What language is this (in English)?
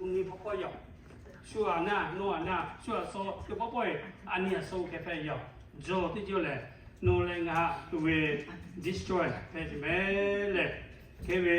Lahu